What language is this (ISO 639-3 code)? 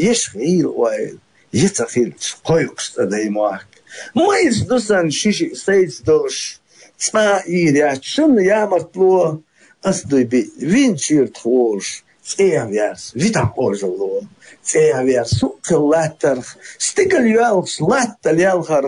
che